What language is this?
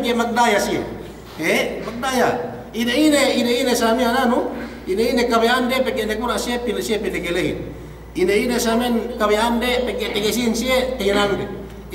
Yakan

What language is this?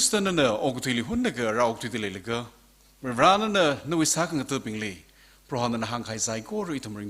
Tangkhul Naga (India)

